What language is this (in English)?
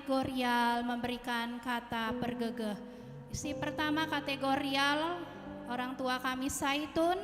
Batak Karo